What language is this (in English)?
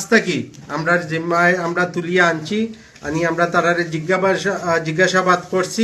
Sylheti